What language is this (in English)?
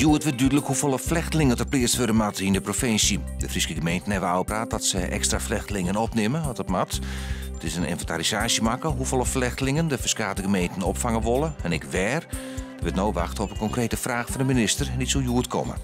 Western Frisian